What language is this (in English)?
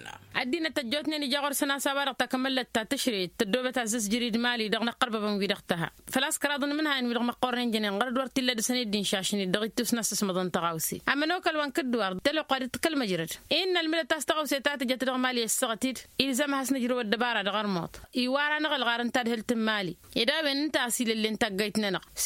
Tamasheq